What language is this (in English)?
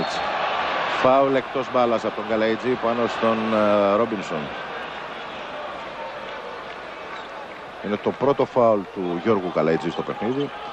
Greek